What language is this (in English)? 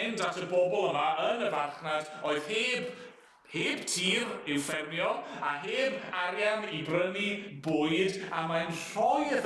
Welsh